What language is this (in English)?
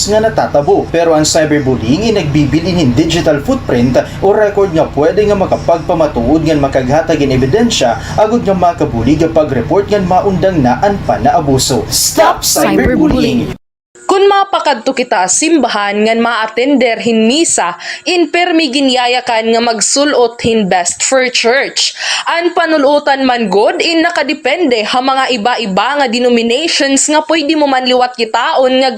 Waray